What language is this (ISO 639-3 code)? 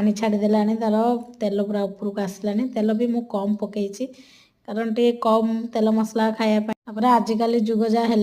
ori